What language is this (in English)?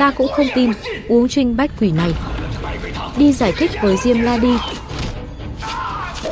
Vietnamese